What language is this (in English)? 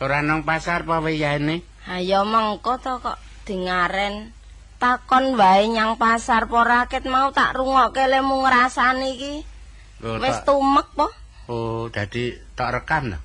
Javanese